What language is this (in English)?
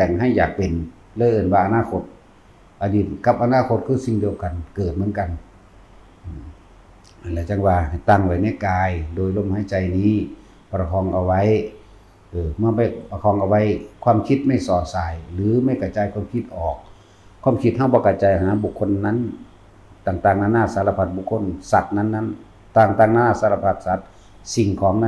Northeastern Thai